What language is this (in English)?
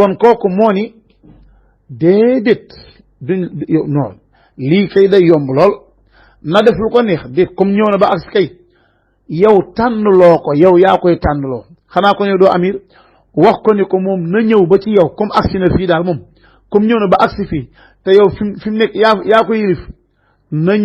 Wolof